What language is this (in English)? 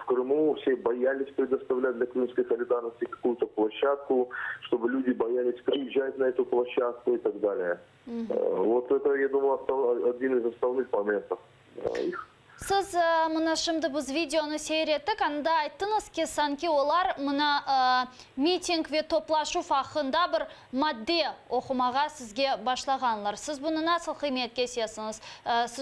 Crimean Tatar